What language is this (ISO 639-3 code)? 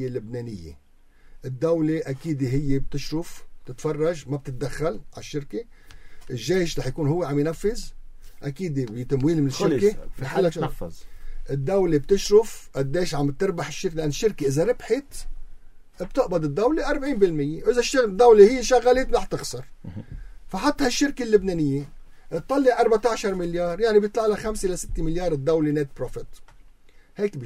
apc